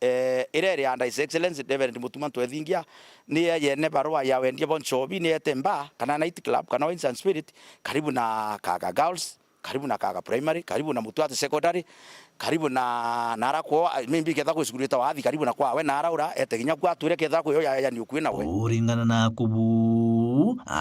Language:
Meru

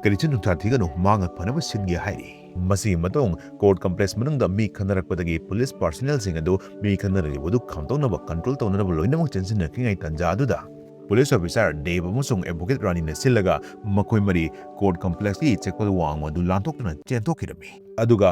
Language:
Manipuri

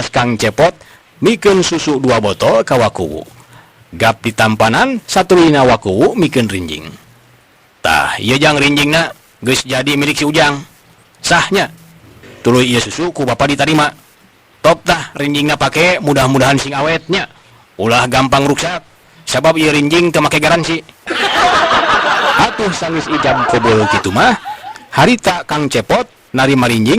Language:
Sundanese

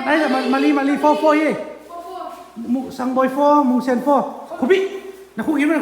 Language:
Tedim Chin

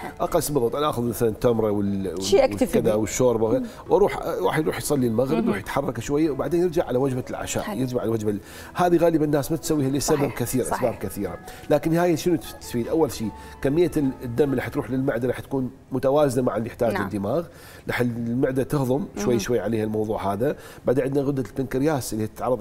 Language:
Mesopotamian Arabic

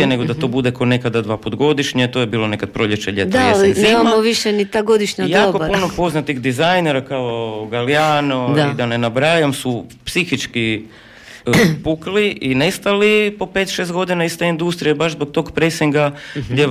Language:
Croatian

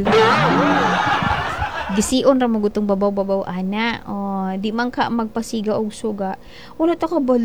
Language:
Cebuano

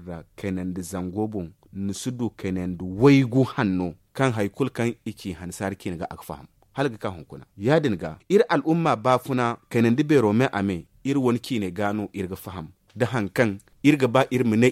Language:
Zarma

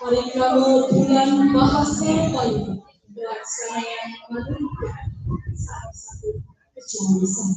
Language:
Balinese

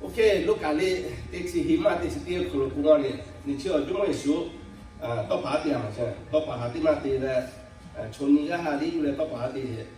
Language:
Lahu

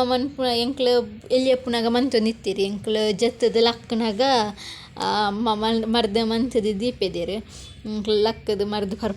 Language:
Tulu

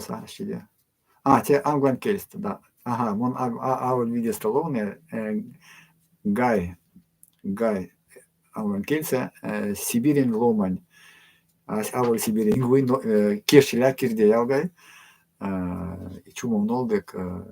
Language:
Erzya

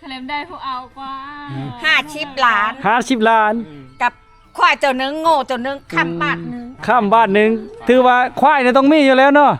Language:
Lao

